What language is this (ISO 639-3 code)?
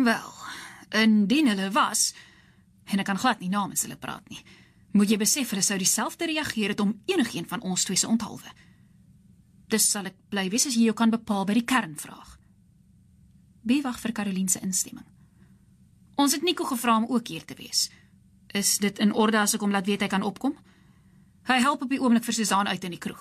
afr